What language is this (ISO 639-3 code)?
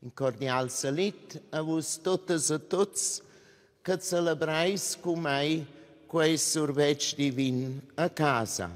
roh